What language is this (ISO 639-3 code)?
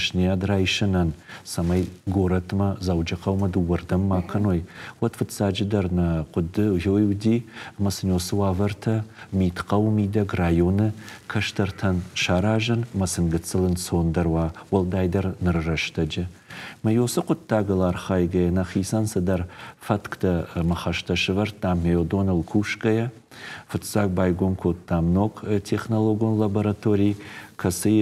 oss